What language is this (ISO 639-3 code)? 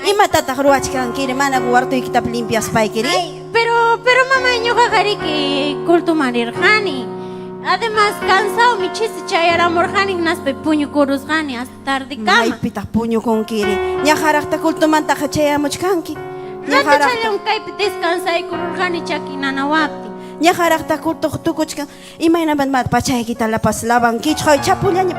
quy